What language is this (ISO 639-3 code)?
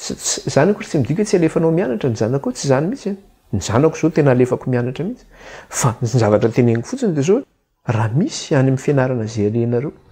mlg